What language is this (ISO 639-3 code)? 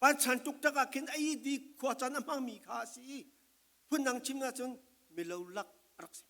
cfm